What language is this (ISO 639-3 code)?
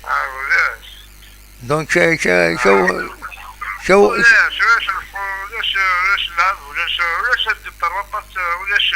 kab